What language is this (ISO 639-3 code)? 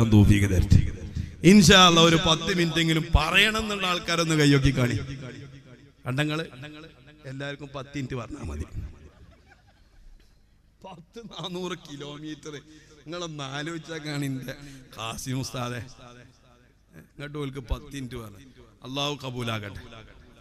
mal